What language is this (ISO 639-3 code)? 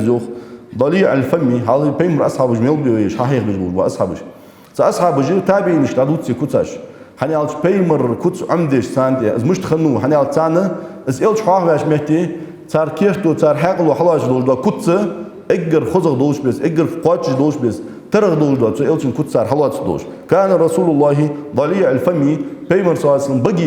inh